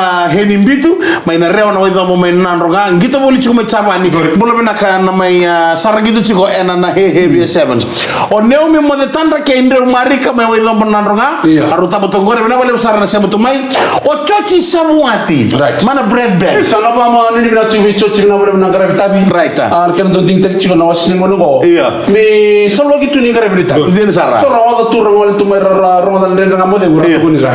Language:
Fijian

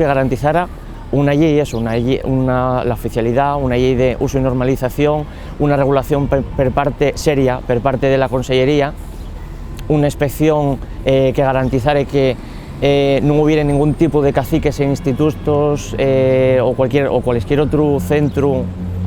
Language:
Asturian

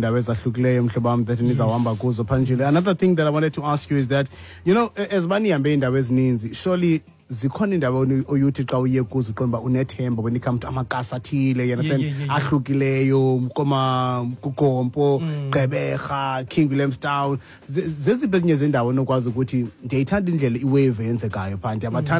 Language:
Xhosa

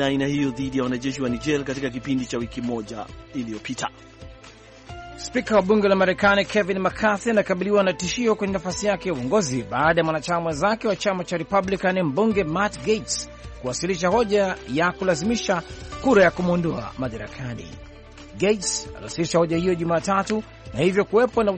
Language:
Swahili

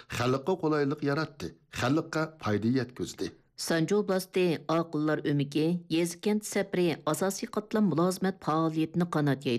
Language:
Uyghur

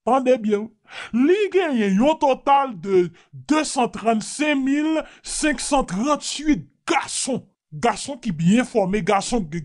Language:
Haitian Creole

